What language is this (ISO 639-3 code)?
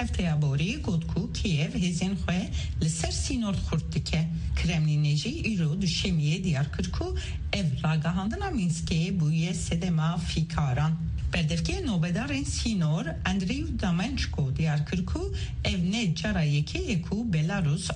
kur